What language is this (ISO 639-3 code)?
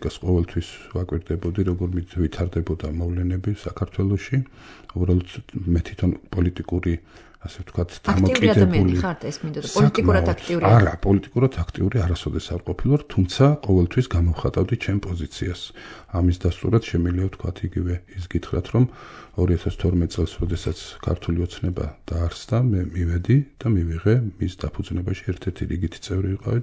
kat